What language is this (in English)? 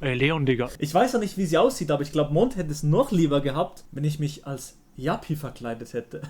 Swiss German